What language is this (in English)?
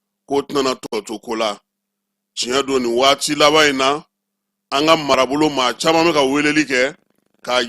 Bambara